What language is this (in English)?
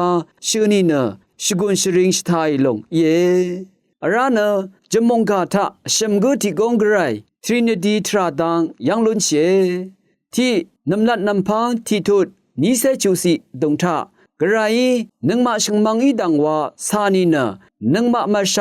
Rawang